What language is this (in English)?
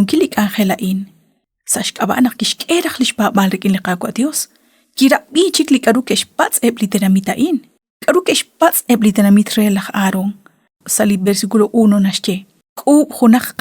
Kekchí